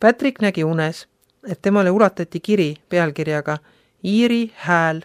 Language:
Estonian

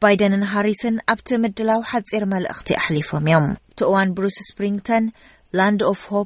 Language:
Tigrinya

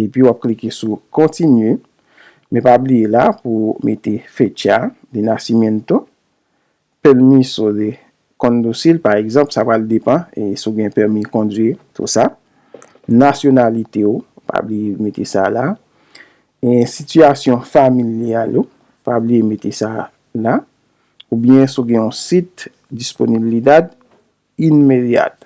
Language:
Haitian Creole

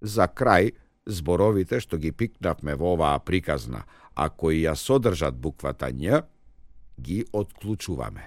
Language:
Macedonian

